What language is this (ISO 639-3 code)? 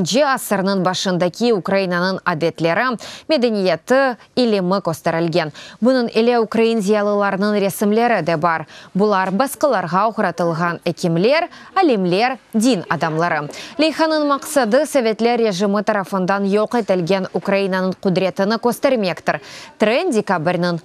crh